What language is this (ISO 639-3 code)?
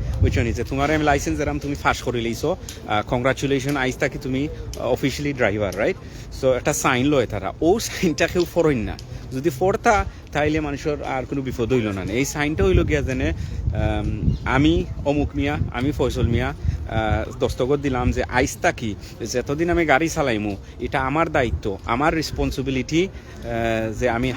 syl